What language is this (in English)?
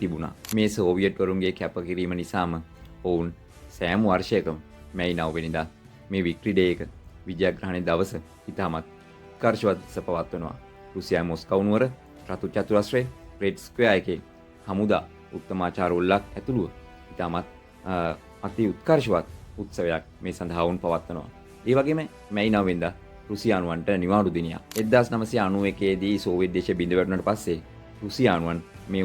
Sinhala